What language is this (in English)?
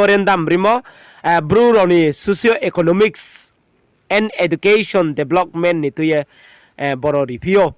Riang (India)